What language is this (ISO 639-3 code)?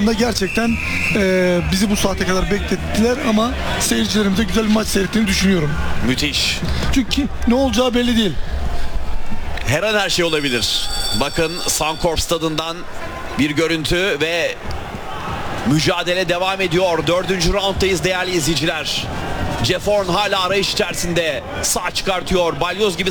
tur